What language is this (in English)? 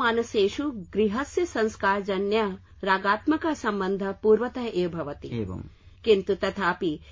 Sanskrit